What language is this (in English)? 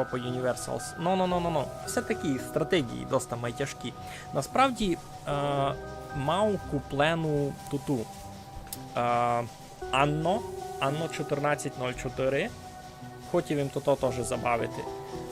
Rusyn